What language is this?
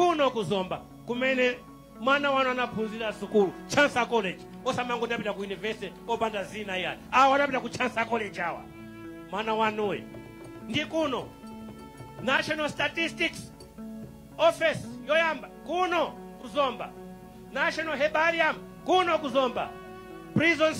Nyanja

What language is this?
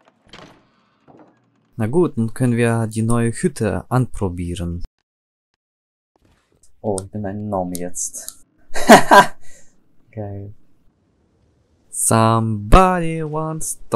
German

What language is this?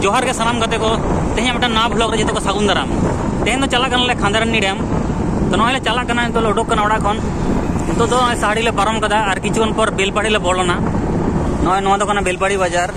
Santali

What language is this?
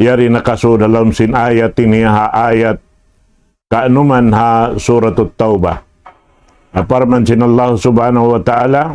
Tausug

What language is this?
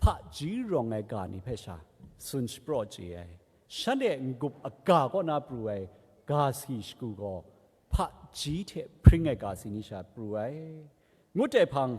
Kachin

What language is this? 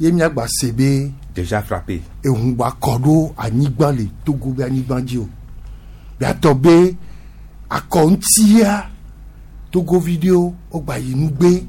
Gen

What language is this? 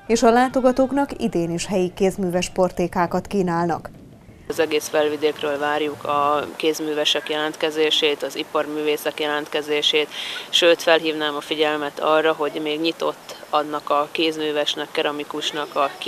Hungarian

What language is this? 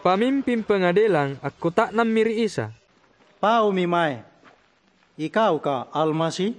Makasar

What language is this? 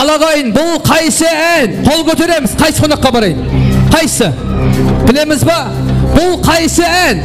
Kara-Kalpak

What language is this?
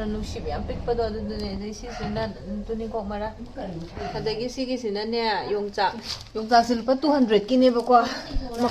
Manipuri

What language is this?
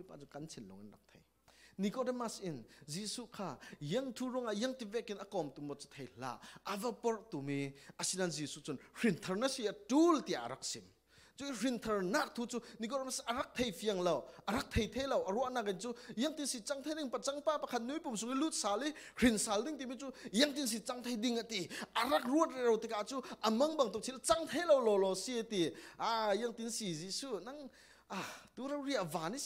Falam Chin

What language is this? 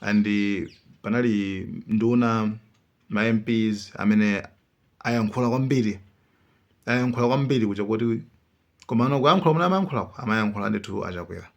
Nyanja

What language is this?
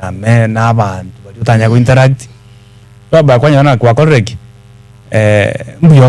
Gusii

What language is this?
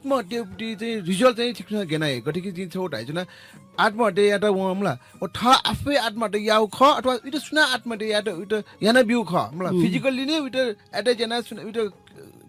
Newari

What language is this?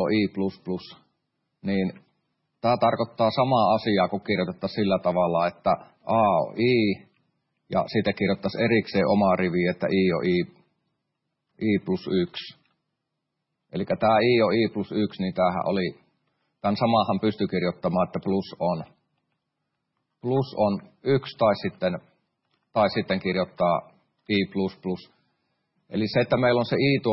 Finnish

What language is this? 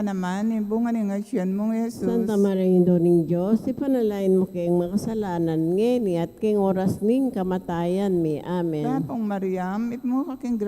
Pampanga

